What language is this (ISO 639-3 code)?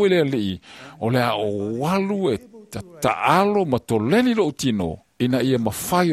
smo